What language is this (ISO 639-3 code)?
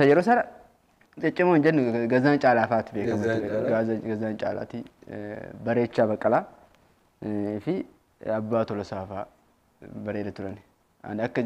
orm